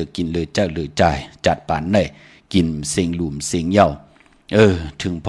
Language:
Shan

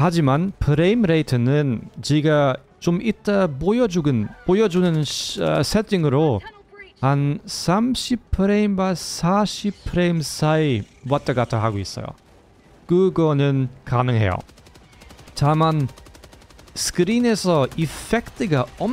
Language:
Korean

